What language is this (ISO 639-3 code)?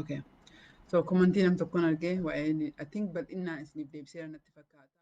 orm